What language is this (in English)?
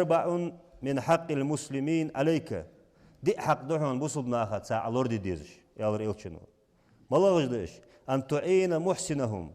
Ingush